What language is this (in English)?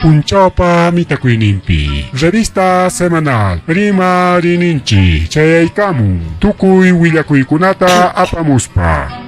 Ayacucho Quechua